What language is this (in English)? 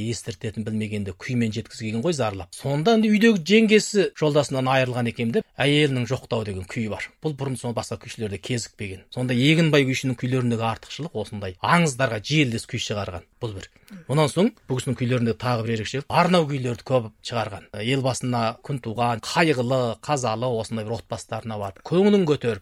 Kazakh